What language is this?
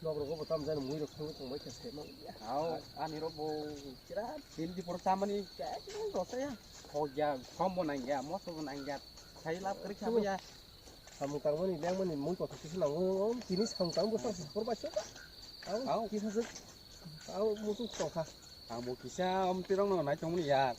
Kok Borok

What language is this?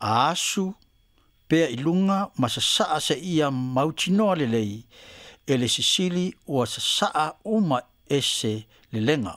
Samoan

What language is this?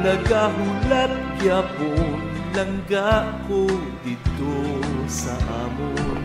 Hiligaynon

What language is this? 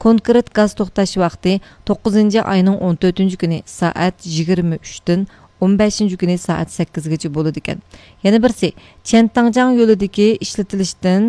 Uyghur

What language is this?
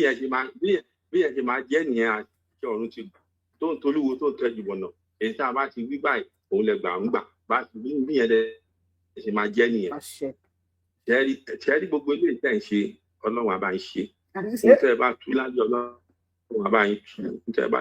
Yoruba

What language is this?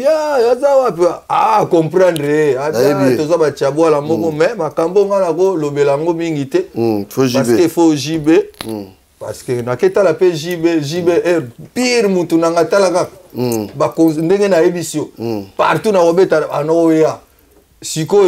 Lingala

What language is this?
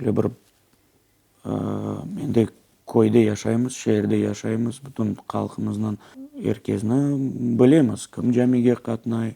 Crimean Tatar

